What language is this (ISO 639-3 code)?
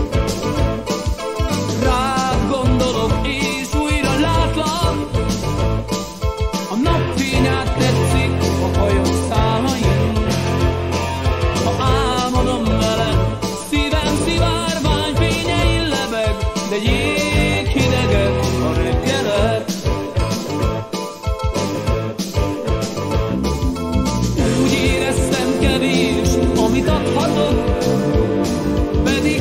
hun